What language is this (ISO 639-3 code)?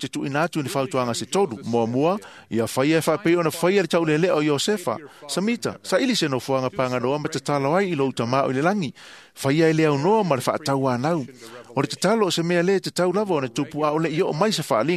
smo